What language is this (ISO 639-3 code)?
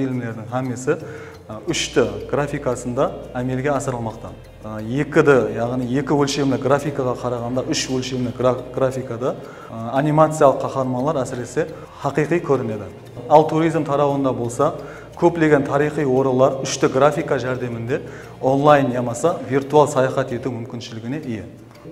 kaa